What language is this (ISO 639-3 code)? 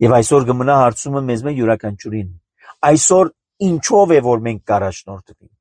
hye